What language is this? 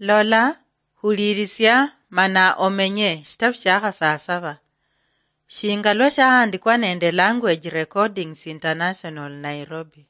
Luyia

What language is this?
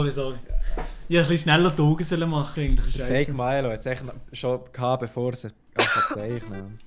Swiss German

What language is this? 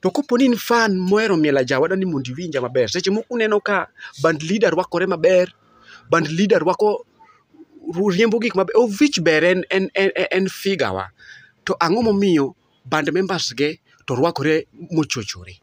Luo (Kenya and Tanzania)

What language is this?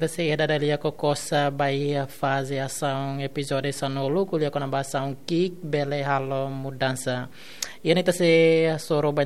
Tetum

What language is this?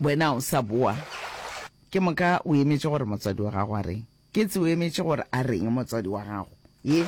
Northern Sotho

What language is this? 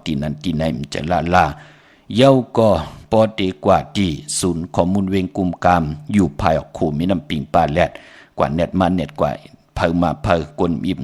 Shan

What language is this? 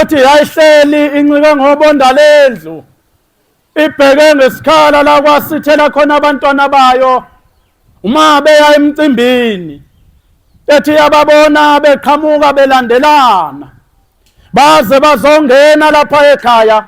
Zulu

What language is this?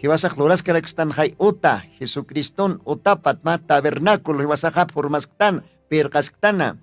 Aymara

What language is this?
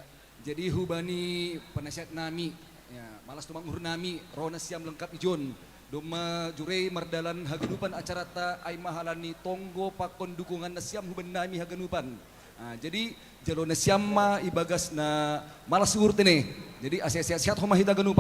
Batak Simalungun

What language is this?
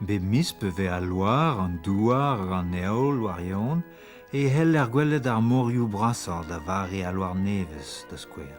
Breton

